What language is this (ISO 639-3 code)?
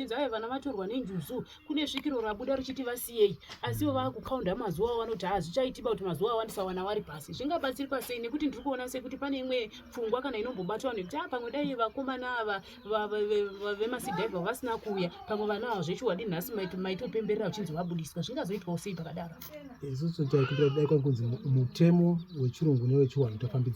sna